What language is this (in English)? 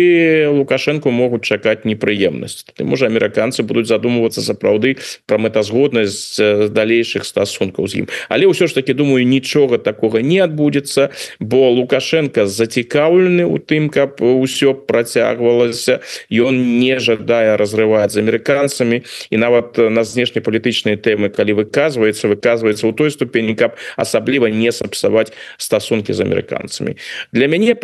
Belarusian